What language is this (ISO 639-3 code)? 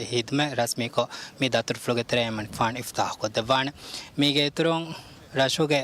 div